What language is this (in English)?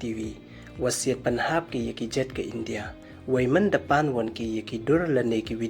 Pnar